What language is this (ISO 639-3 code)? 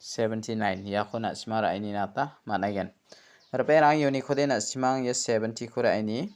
grt